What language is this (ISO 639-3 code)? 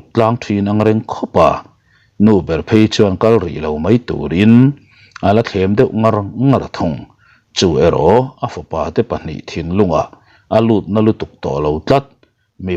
lus